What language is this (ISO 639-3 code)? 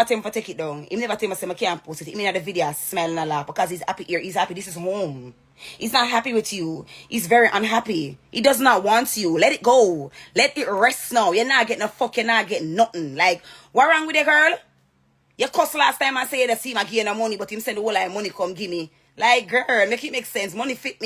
jam